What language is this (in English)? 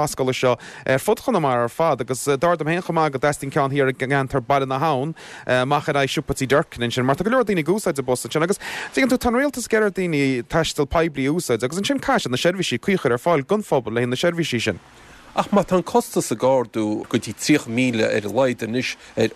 Irish